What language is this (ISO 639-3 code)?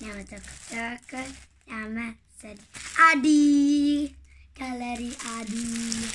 orm